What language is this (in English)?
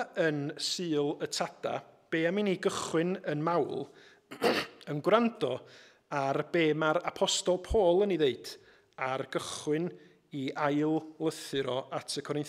Welsh